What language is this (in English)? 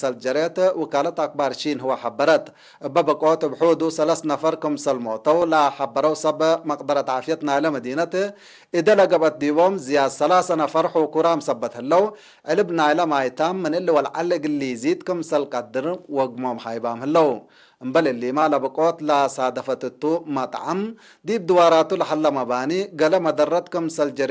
Tigre